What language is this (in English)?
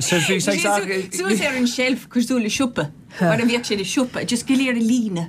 Irish